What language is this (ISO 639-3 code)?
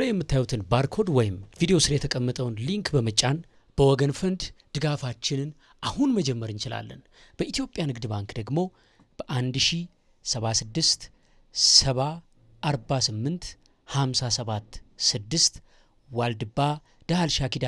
amh